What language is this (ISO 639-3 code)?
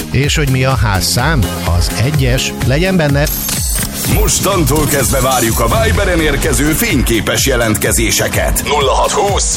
hun